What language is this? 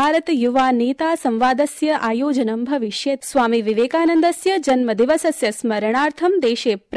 Sanskrit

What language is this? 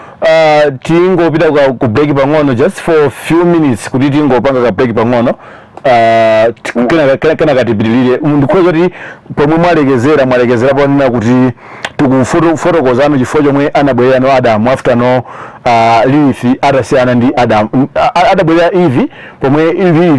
Nyanja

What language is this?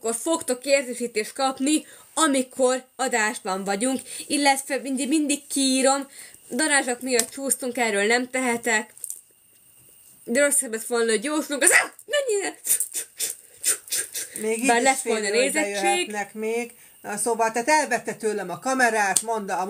Hungarian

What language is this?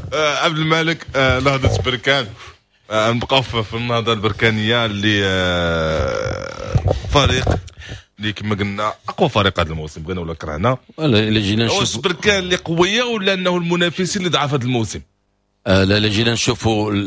Moroccan Arabic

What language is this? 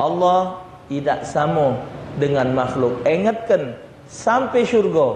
Musi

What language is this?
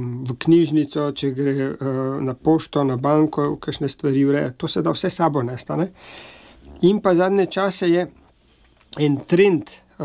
Slovenian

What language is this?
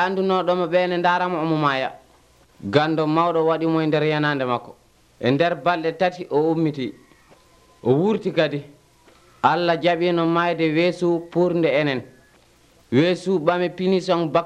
Nigerian Fulfulde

